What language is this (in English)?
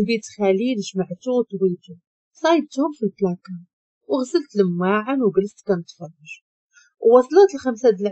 Moroccan Arabic